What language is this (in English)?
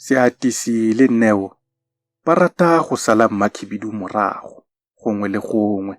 Tswana